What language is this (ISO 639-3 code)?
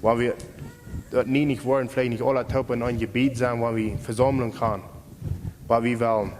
pdt